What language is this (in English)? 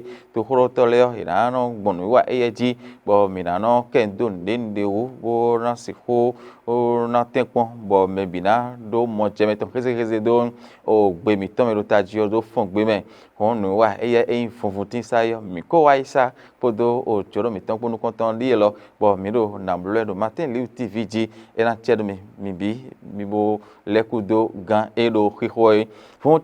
Fon